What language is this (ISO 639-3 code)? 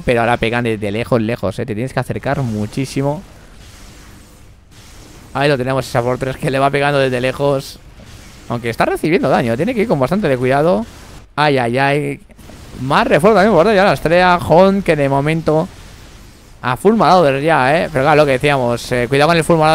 spa